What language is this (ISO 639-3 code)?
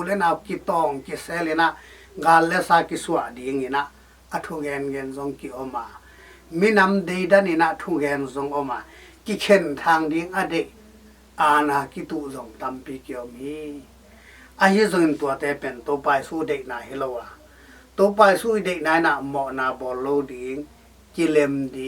ctd